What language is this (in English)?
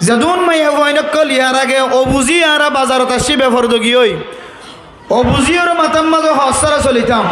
Rohingya